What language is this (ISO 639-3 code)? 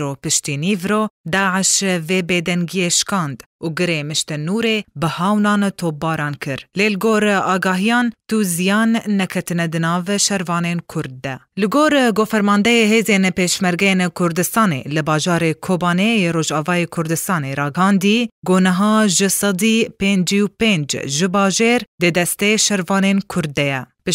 kur